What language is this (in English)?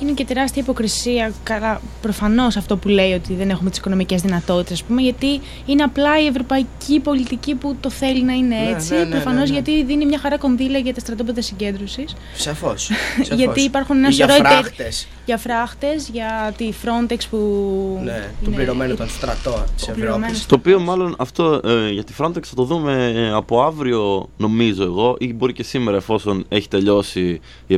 Greek